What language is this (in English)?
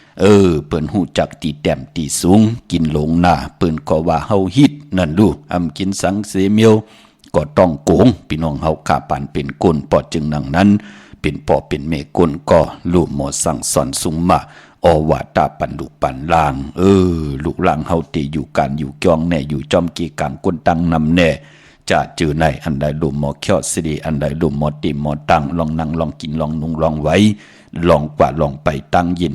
Shan